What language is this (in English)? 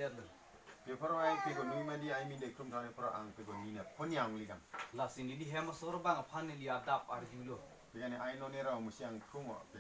Karbi